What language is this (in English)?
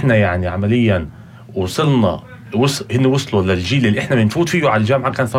North Levantine Arabic